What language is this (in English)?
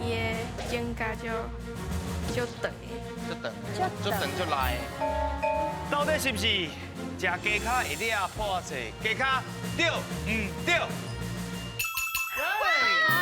Min Nan Chinese